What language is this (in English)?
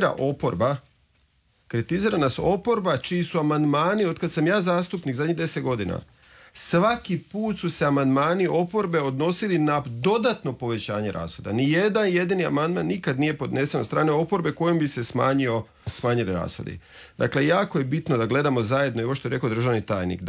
Croatian